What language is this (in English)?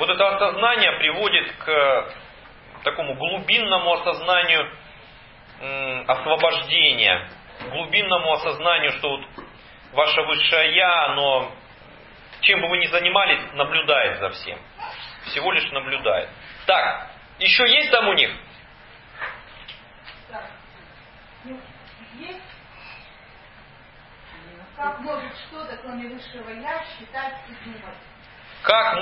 Russian